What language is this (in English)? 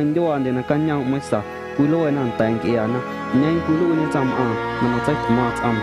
Guerrero Amuzgo